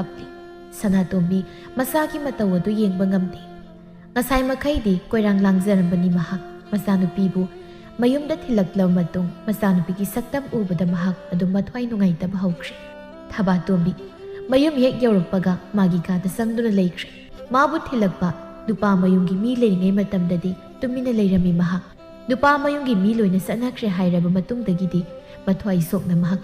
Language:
Manipuri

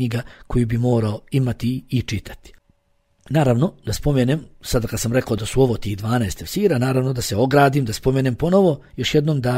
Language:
Bosnian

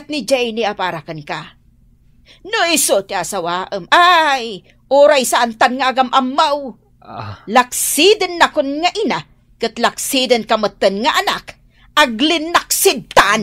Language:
Iloko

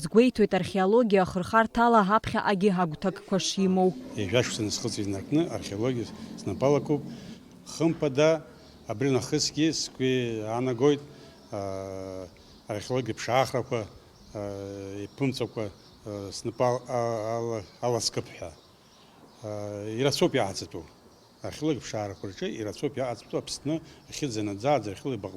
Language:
Abkhazian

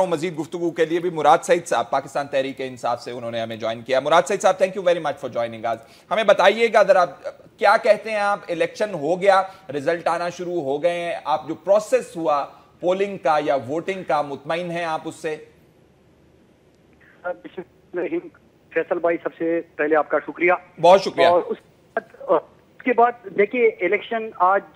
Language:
Urdu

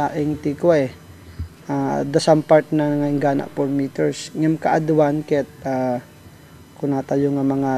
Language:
Iloko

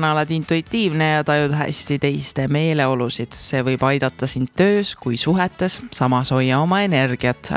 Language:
Estonian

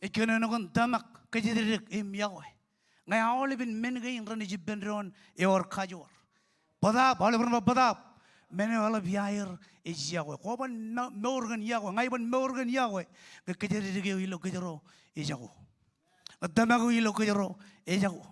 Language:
Marshallese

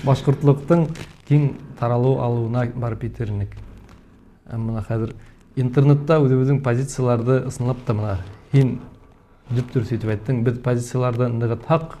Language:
Bashkir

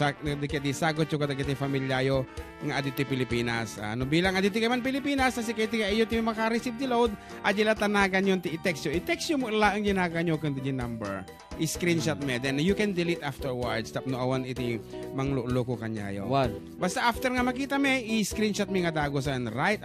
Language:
Iloko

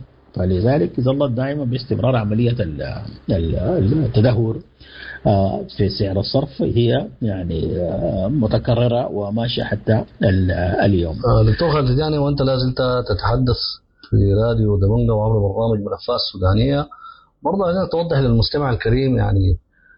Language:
Sudanese Arabic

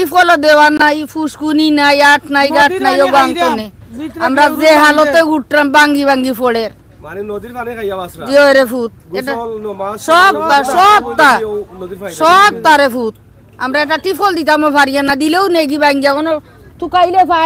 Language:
Sylheti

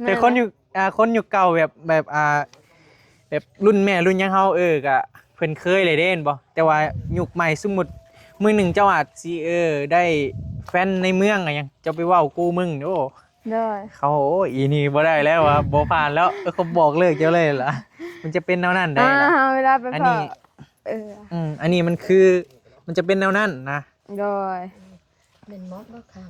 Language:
Northeastern Thai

